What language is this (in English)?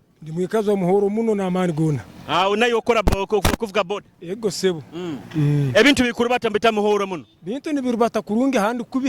Nyoro